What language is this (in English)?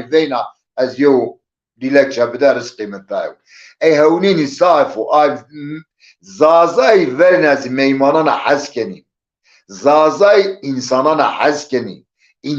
Zaza